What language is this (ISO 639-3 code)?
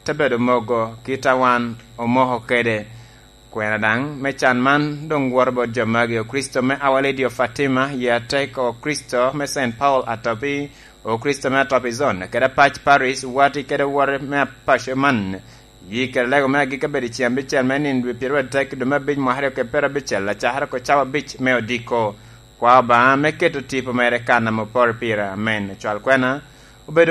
laj